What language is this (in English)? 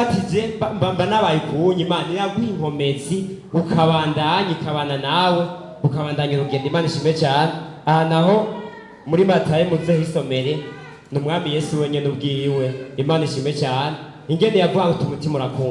Rundi